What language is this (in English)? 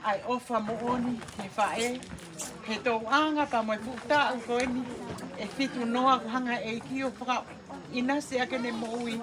Tongan